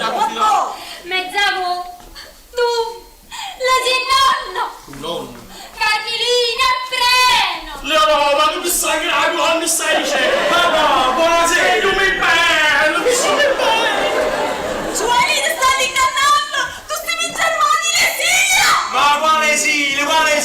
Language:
Neapolitan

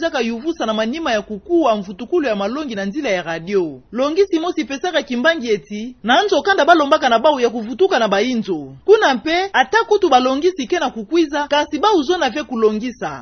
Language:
Kituba (Democratic Republic of Congo)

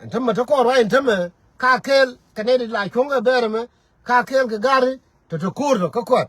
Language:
Nuer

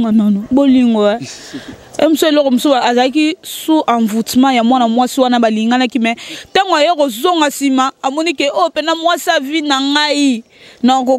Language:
Lingala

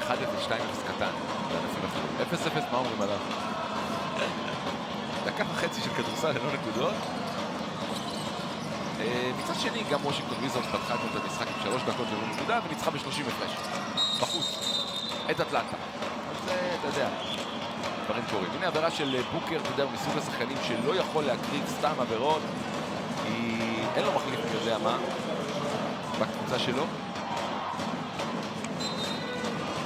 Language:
Hebrew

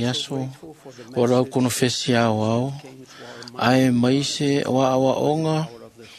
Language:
Samoan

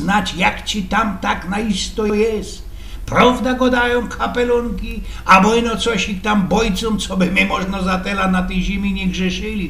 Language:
Silesian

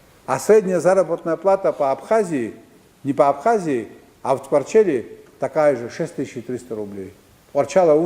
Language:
Abkhazian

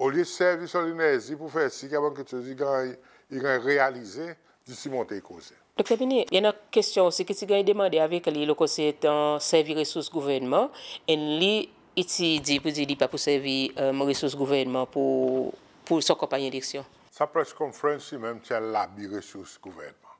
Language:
Seselwa Creole French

